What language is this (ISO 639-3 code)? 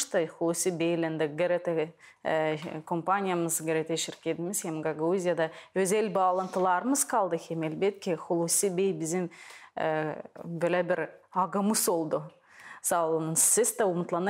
gag